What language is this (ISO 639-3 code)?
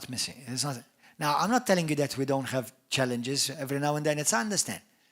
eng